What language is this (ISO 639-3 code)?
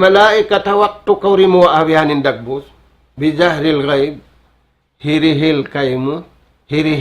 tsg